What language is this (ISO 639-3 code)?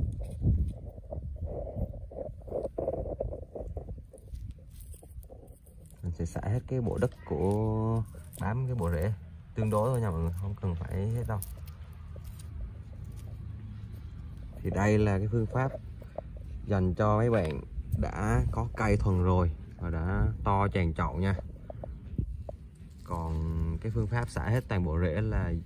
vie